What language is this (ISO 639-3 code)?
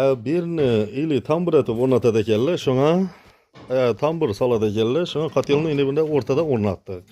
uzb